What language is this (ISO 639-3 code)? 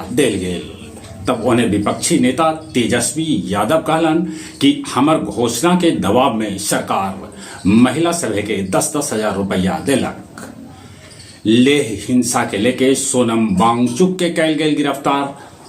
mag